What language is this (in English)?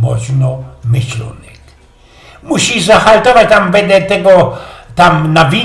Silesian